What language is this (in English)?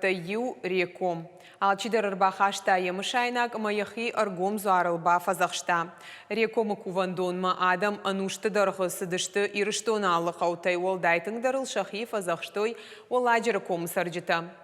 Ossetic